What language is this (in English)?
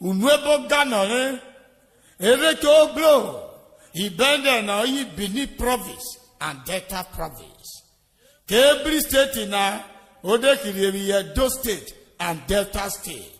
Urhobo